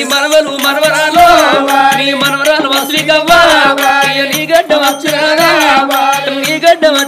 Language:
Telugu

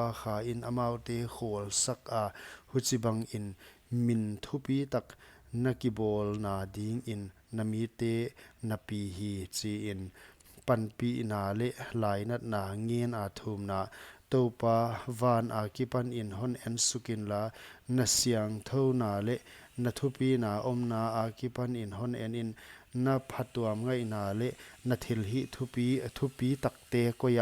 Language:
Paite Chin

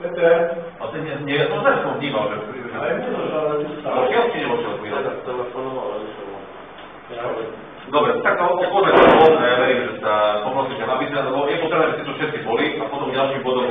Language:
Slovak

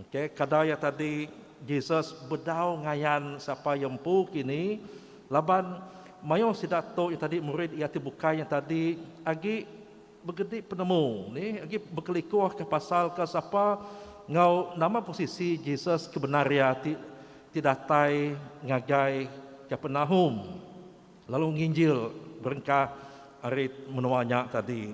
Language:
Iban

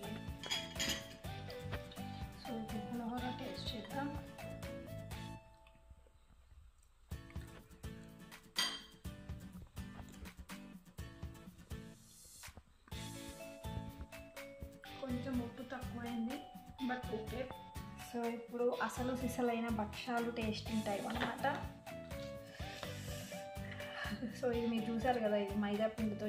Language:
Telugu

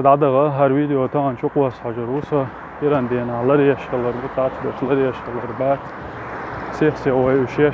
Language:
Chechen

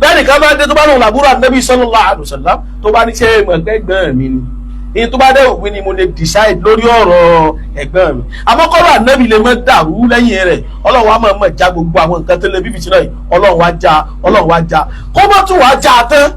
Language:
Yoruba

